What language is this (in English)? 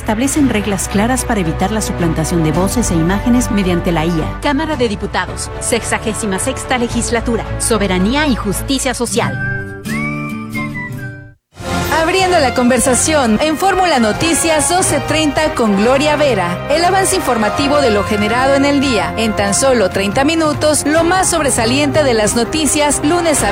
Spanish